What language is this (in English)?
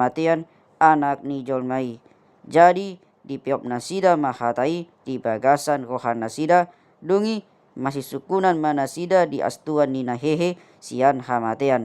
Batak Toba